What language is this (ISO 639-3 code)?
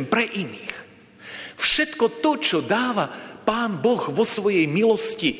slk